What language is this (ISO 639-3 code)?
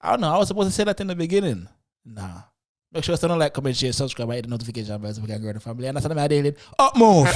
jam